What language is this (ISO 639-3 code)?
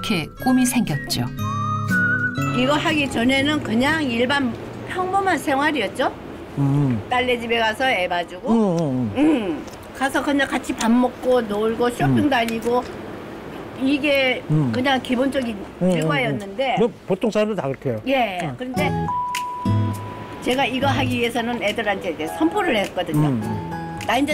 kor